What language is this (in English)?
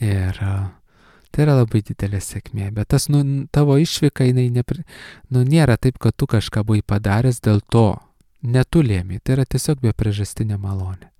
Lithuanian